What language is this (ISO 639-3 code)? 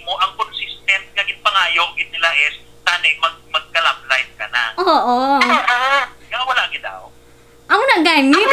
hil